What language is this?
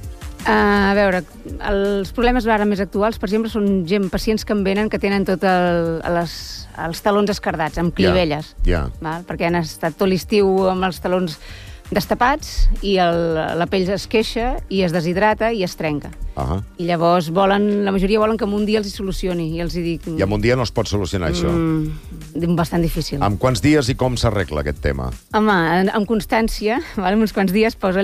Catalan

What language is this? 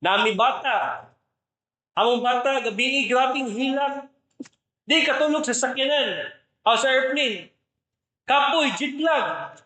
Cebuano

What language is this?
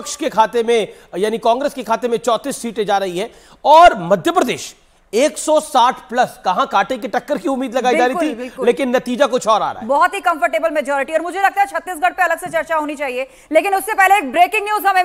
Hindi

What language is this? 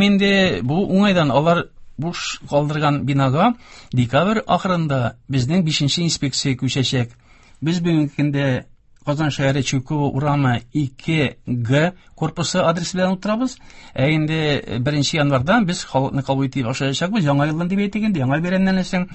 Tatar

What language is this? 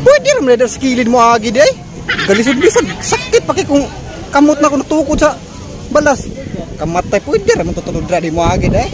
Cebuano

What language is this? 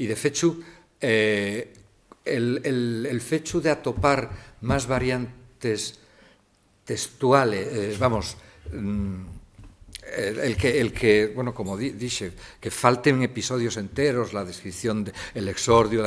Asturian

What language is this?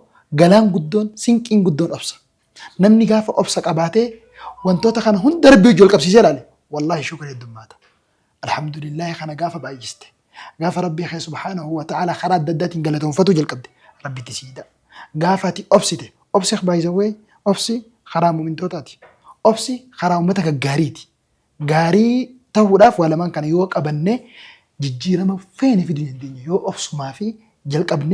Oromo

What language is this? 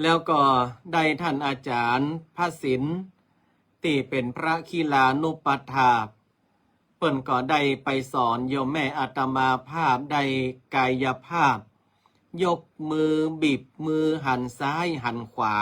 Northern Thai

